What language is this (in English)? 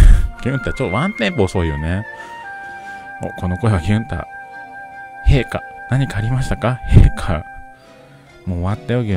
Japanese